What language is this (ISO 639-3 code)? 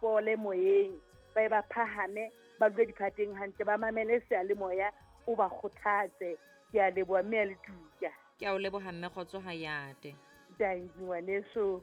sot